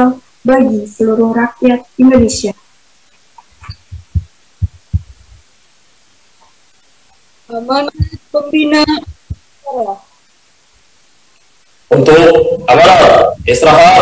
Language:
Indonesian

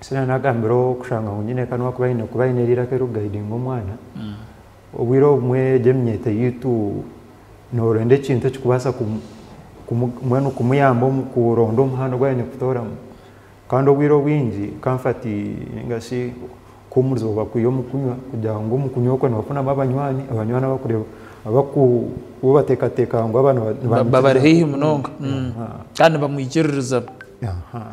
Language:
Nyankole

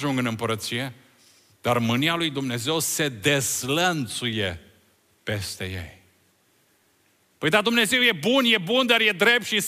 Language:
Romanian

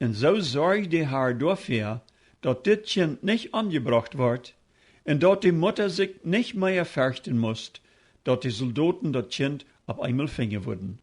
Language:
Plautdietsch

